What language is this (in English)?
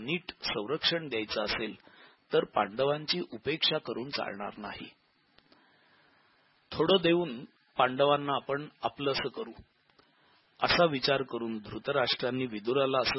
Marathi